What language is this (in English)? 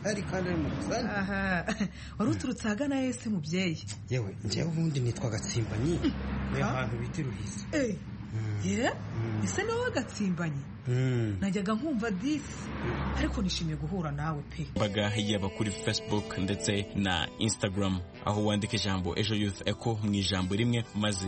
Kinyarwanda